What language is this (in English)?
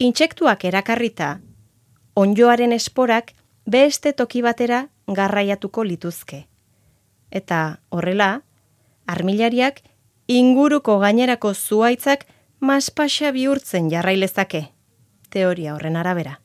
Basque